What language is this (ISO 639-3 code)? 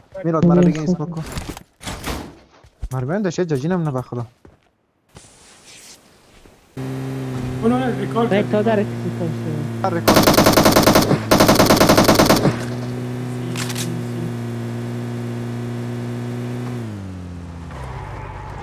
fas